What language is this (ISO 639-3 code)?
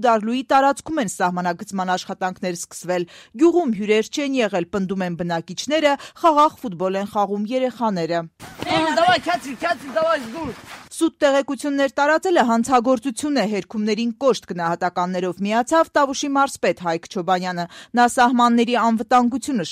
hye